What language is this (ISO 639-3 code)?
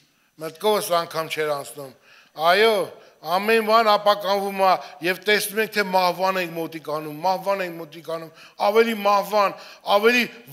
hye